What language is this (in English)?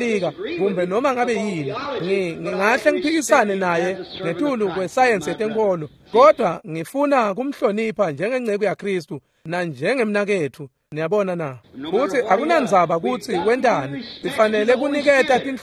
Swati